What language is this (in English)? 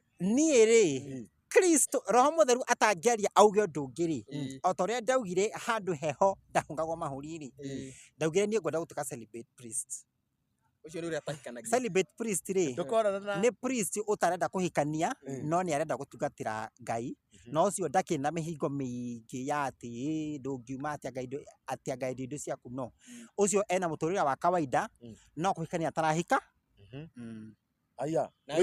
Kikuyu